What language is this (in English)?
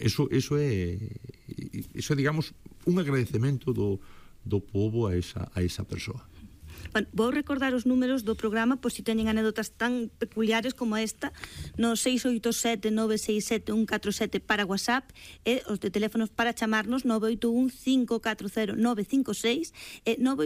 Galician